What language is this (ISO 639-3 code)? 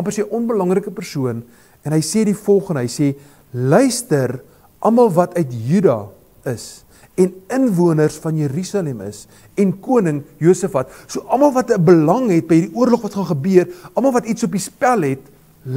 afr